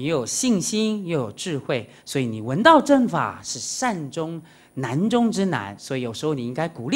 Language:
Chinese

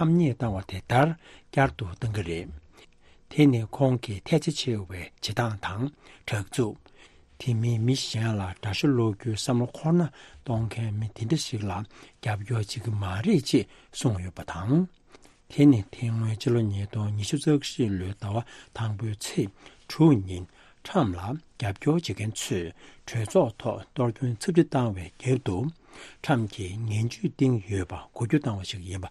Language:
Tibetan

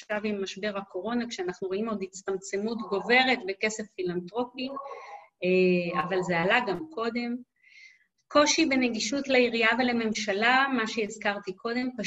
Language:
Hebrew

